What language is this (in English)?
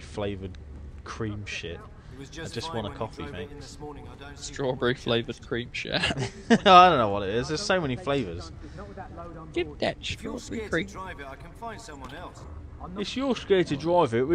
English